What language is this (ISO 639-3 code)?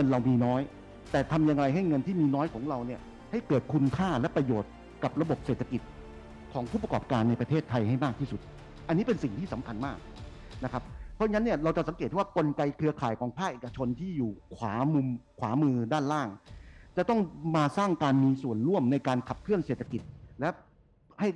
tha